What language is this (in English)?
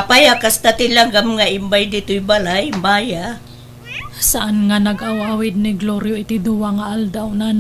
Iloko